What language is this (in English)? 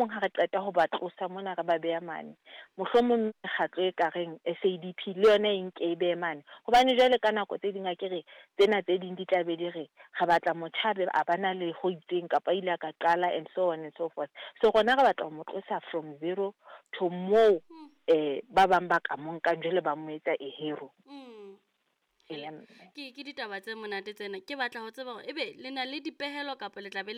Southern Sotho